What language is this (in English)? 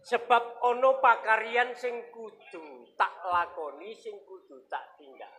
Javanese